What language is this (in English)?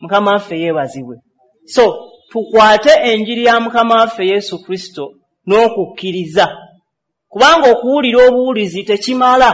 Ganda